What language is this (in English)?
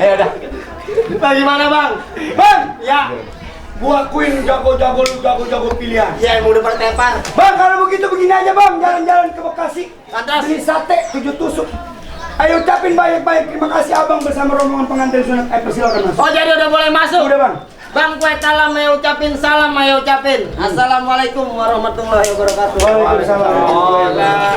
Betawi